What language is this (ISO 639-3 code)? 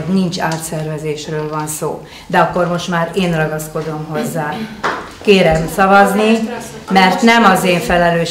hun